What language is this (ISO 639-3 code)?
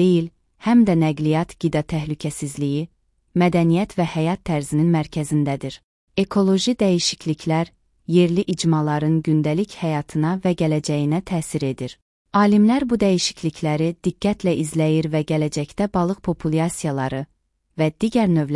aze